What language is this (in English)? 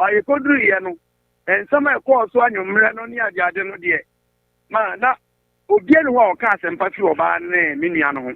Akan